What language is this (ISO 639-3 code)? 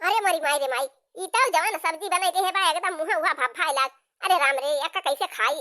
awa